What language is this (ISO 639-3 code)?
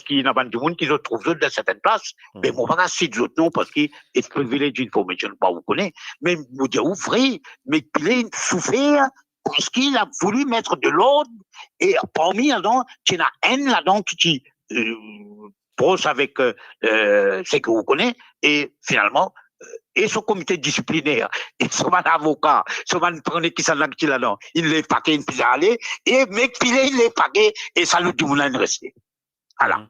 mfe